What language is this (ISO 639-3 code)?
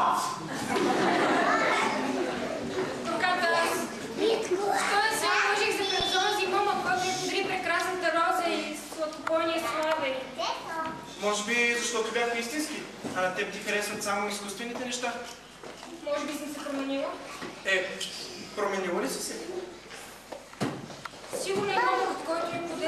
bul